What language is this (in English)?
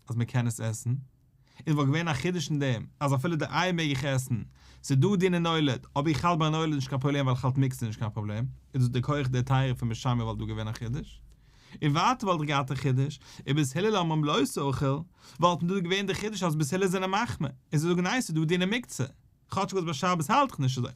Yiddish